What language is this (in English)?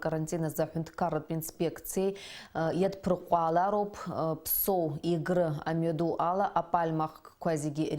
Abkhazian